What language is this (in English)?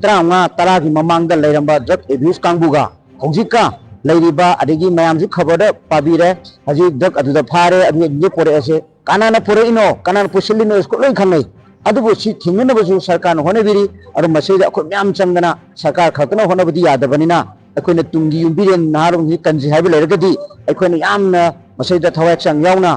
Manipuri